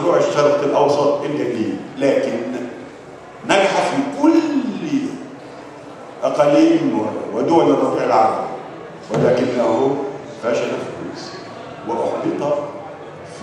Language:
Egyptian Arabic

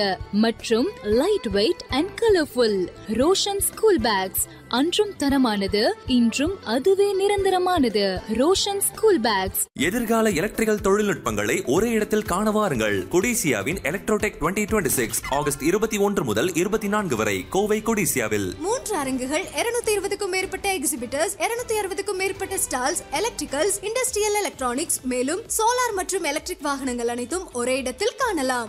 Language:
Tamil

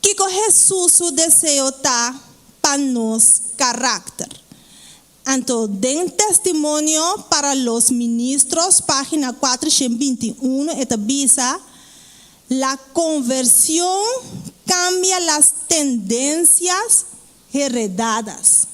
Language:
Papiamento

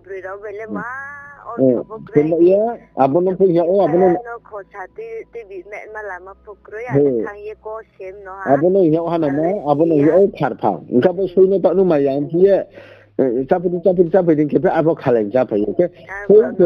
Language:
Riang (India)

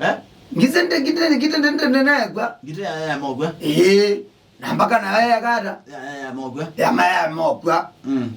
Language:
Kamba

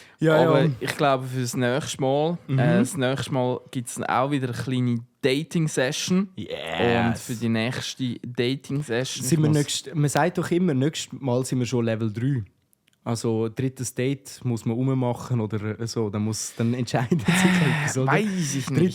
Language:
Swiss German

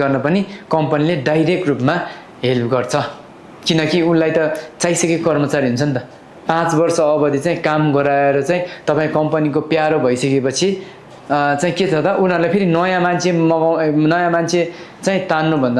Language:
Nepali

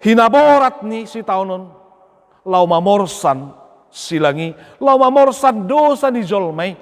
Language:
Batak Toba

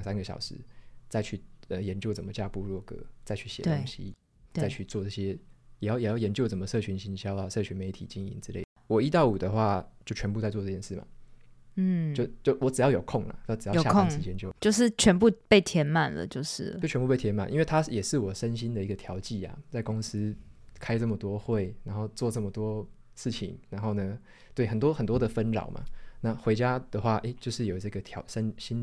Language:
Chinese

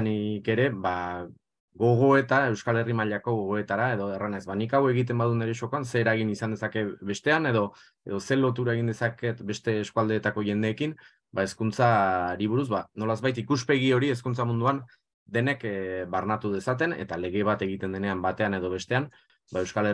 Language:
Basque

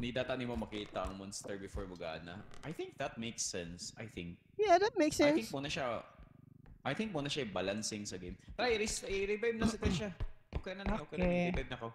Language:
Cebuano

